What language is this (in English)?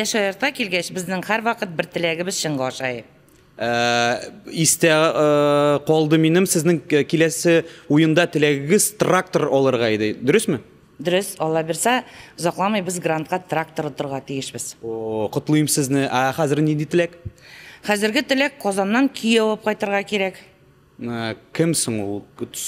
Tatar